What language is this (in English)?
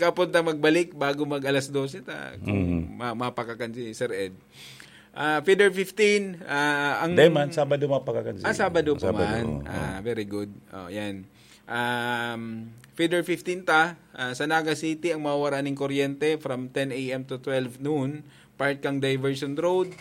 Bikol